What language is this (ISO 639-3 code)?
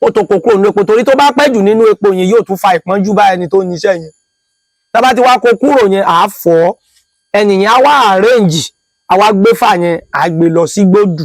yor